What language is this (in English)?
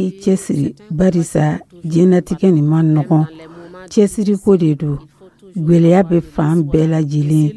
Dyula